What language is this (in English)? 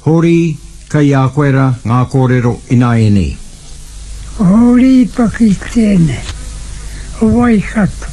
Māori